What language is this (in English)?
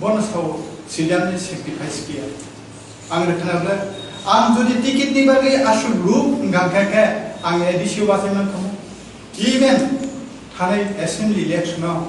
Kok Borok